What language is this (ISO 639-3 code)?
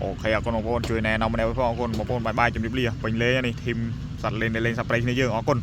khm